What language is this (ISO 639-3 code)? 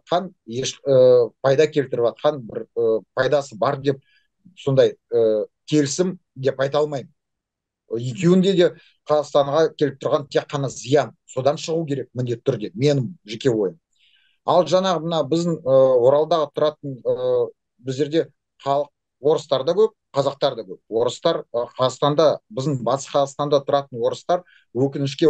kaz